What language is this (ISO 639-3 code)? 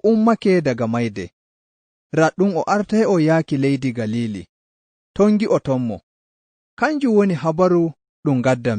fuv